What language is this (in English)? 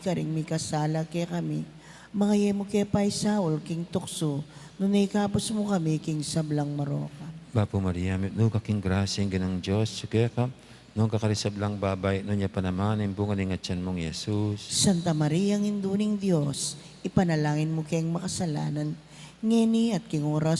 Pampanga